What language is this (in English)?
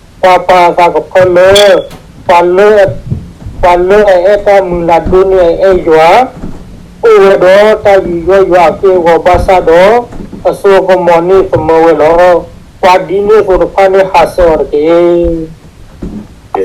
S'gaw Karen